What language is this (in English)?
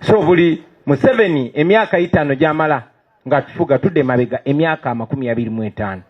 Ganda